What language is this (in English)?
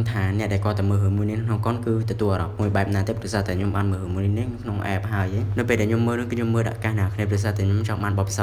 Khmer